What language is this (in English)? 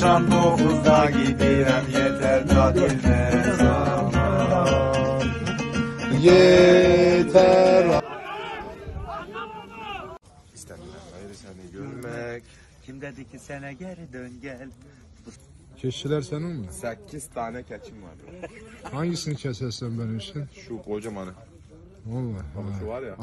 Turkish